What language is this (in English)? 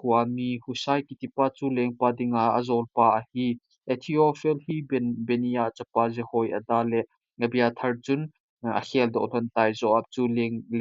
Thado Chin